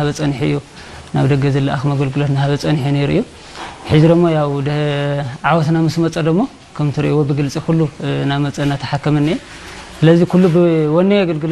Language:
Tigrinya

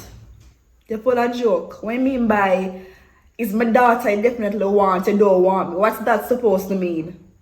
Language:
Jamaican Creole English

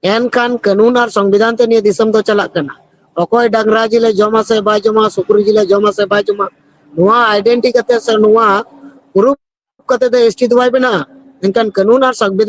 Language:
Santali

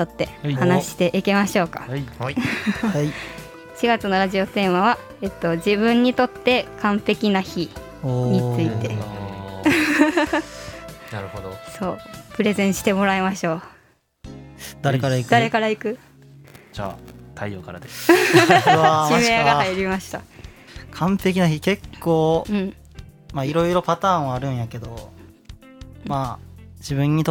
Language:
Japanese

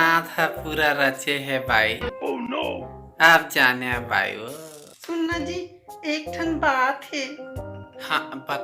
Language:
Chhattisgarhi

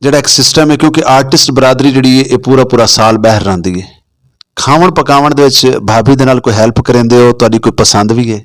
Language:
Western Panjabi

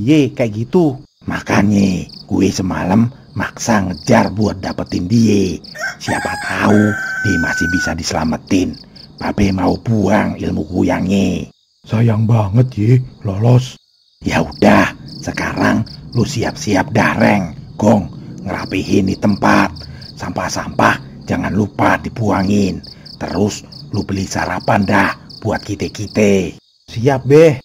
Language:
Betawi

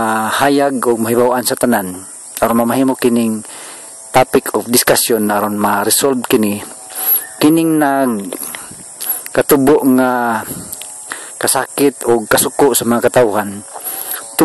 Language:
Cebuano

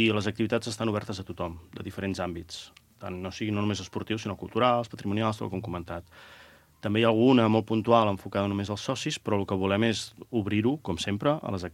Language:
Catalan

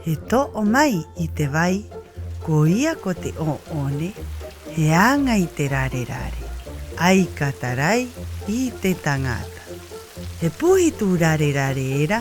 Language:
Rapanui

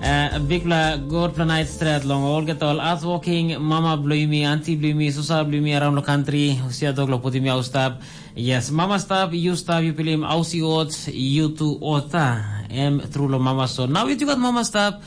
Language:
Tok Pisin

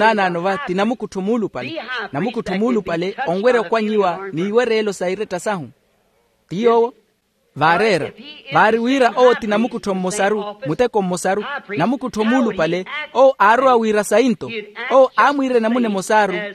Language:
Makhuwa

